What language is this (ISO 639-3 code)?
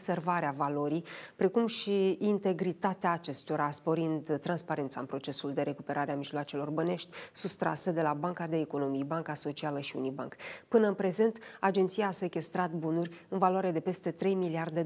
ron